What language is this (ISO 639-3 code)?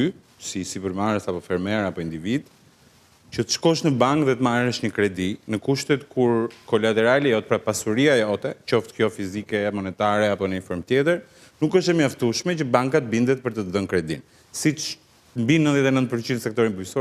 sqi